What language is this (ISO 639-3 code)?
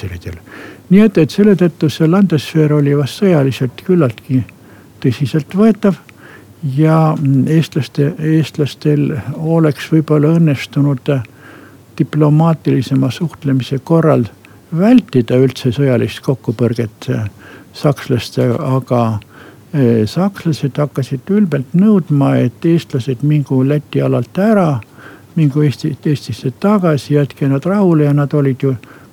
est